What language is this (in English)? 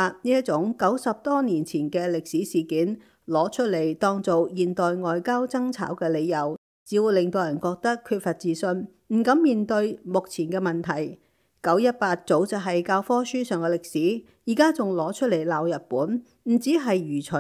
Cantonese